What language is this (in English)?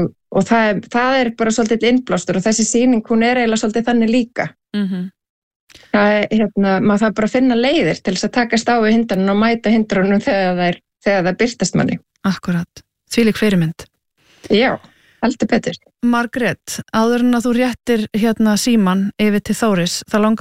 Icelandic